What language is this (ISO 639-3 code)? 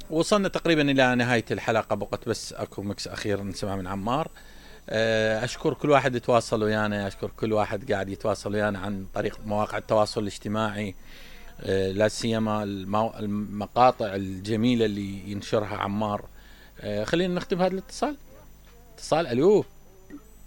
acm